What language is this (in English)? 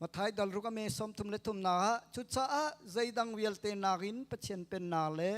Hakha Chin